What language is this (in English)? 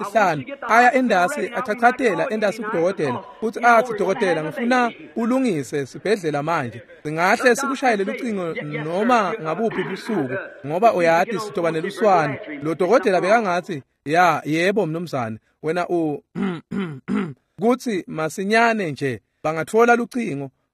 Swati